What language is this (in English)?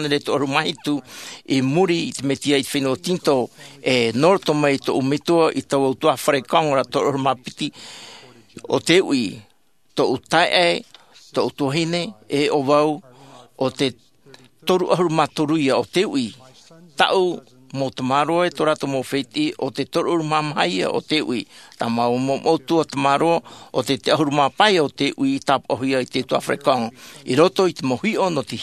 Tahitian